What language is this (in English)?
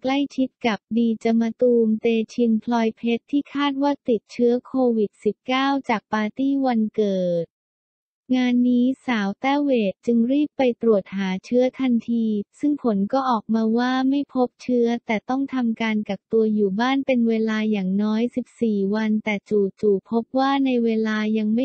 Thai